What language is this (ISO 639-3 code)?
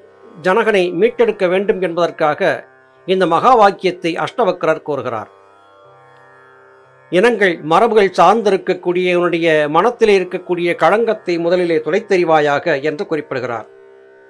tam